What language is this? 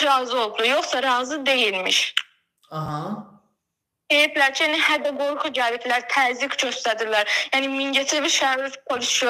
Azerbaijani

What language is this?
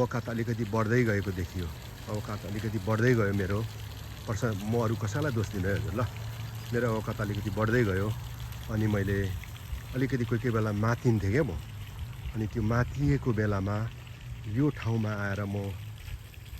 Nepali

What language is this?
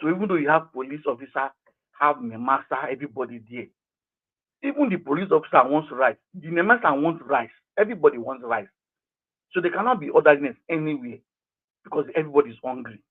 Nigerian Pidgin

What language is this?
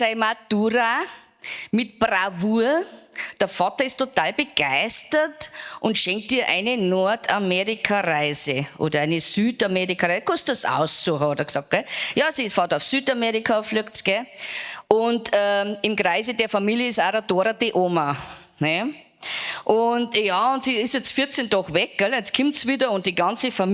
Bavarian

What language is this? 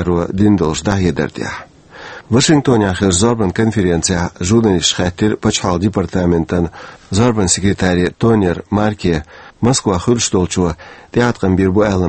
Chechen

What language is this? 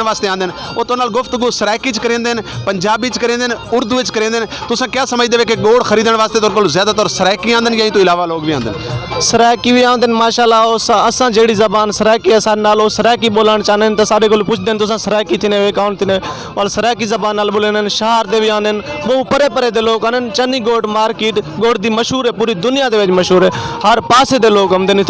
Saraiki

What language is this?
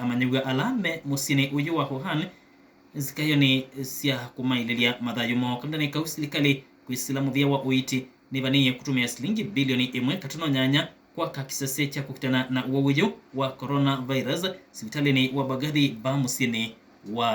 Kamba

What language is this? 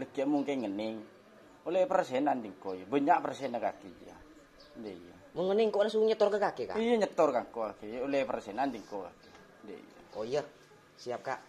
Madurese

